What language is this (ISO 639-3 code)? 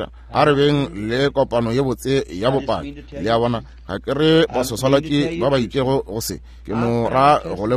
nso